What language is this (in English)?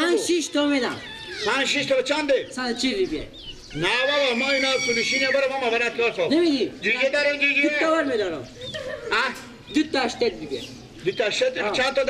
Persian